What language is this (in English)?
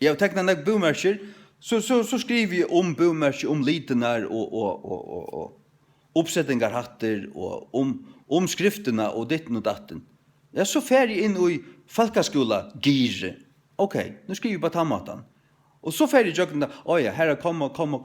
Faroese